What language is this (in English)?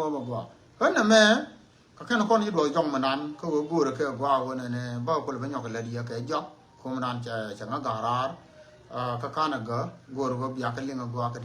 Nuer